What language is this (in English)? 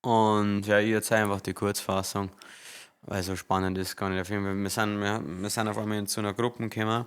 Bavarian